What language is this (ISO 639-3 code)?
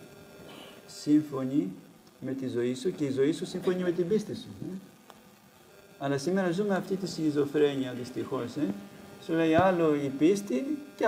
ell